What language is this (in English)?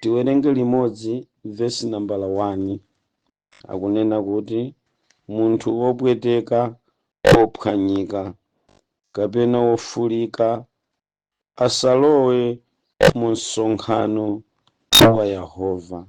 Nyanja